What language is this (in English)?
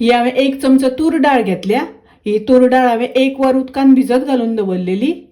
Konkani